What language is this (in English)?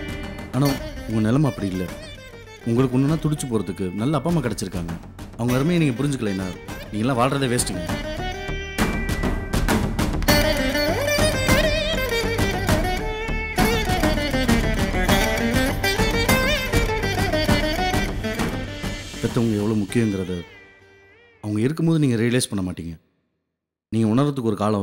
Tamil